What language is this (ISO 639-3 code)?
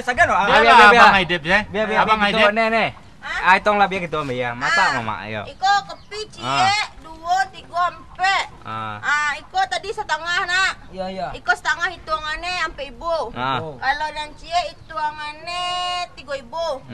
min